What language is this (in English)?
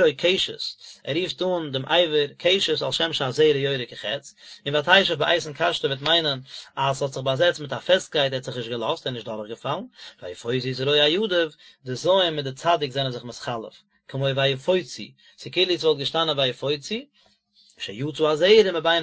Yiddish